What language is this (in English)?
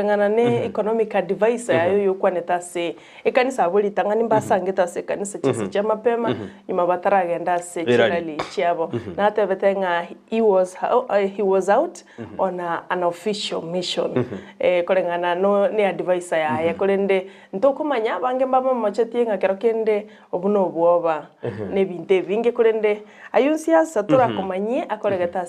Gusii